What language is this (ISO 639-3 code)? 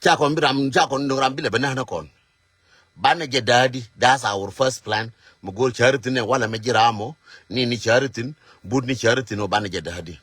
nus